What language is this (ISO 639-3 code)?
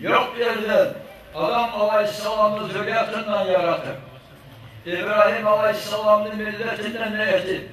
kum